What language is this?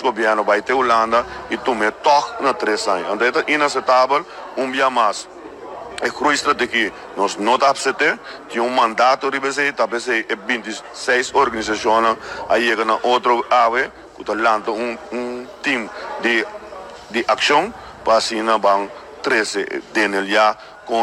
Papiamento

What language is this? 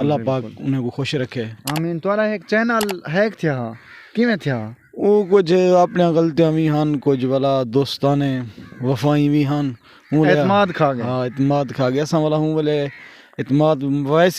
Saraiki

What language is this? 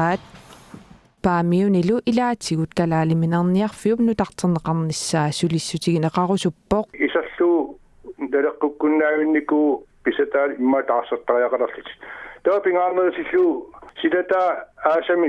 Kalaallisut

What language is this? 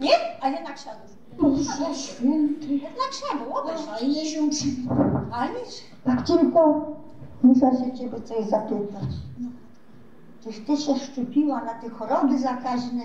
Silesian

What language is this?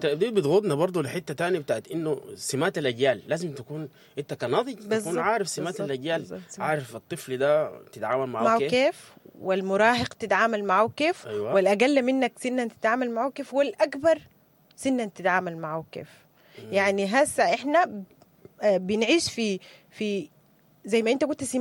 Sudanese Arabic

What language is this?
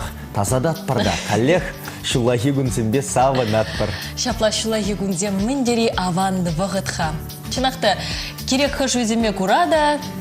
Chuvash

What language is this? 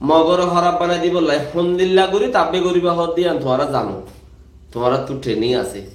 Rohingya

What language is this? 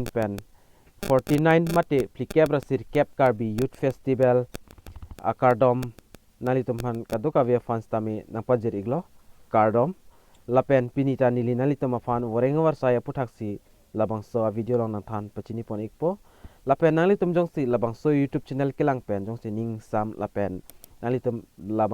Karbi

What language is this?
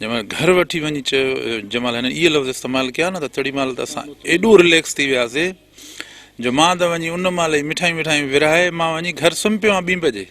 Sindhi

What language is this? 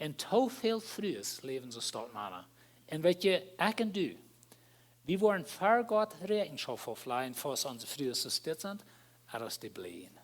Plautdietsch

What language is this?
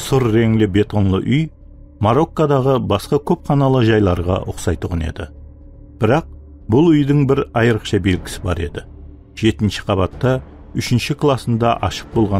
Kara-Kalpak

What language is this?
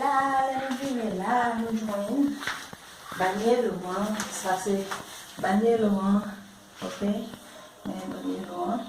Haitian Creole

